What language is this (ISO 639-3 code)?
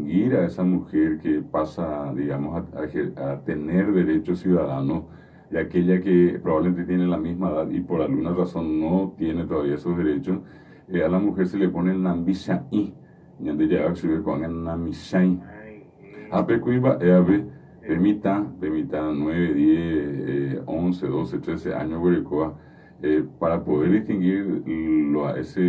grn